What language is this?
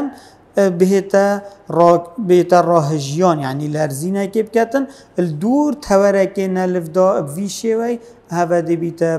Kurdish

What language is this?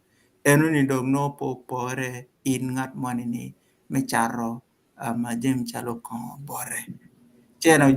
Acoli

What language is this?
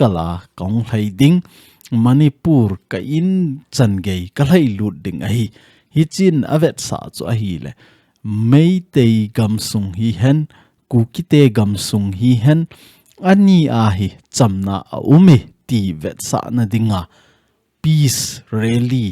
Thado Chin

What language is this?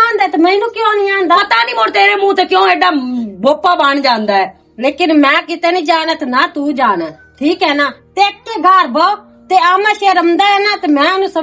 Western Panjabi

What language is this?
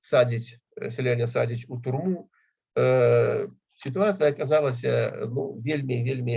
Belarusian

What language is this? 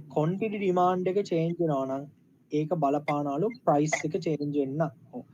Sinhala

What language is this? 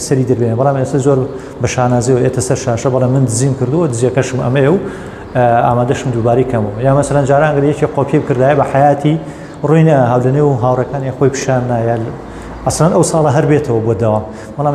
Central Kurdish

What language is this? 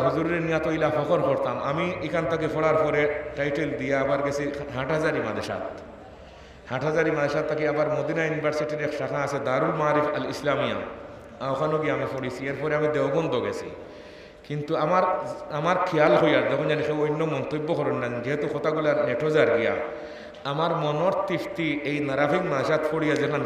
Sylheti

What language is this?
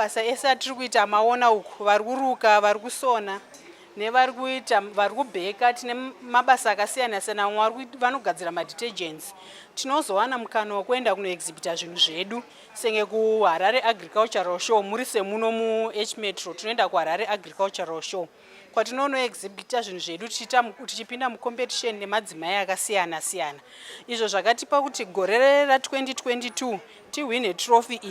Shona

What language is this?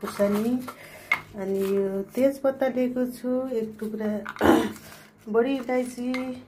Nepali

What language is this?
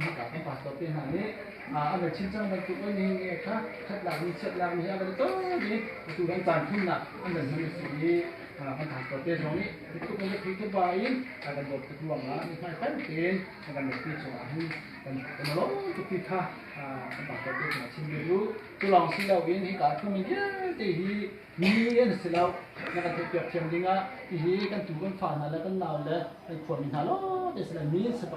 Hakha Chin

